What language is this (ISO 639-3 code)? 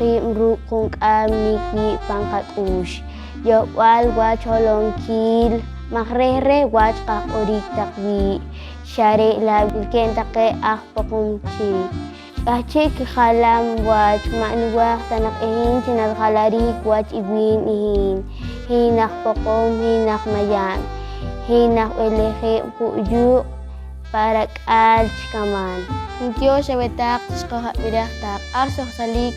poh